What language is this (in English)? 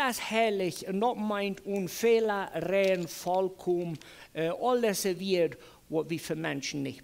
Plautdietsch